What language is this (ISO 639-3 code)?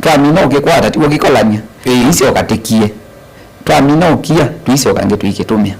kam